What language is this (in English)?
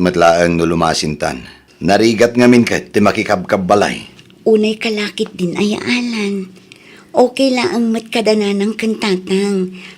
Iloko